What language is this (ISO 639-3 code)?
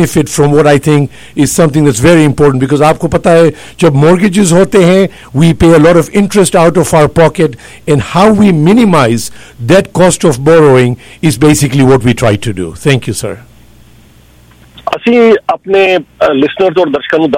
pan